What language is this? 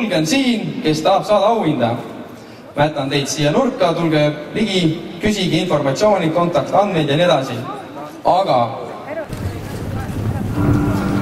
Estonian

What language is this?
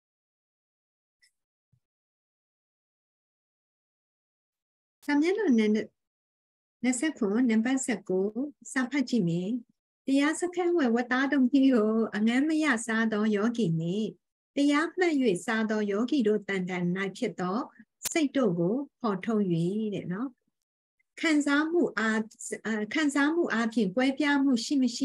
Burmese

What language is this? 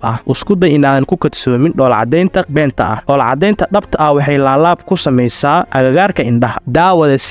Somali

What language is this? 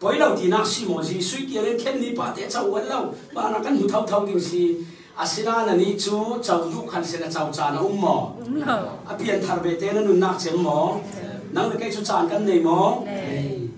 Falam Chin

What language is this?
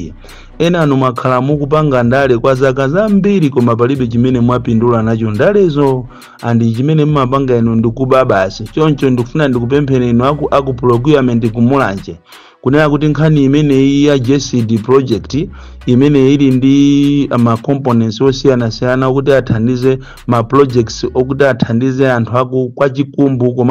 Nyanja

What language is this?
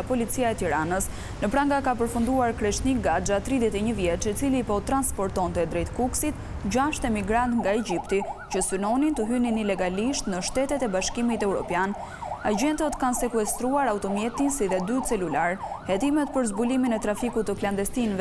Albanian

